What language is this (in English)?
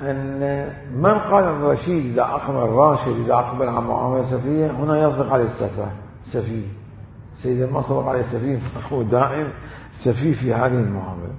Mesopotamian Arabic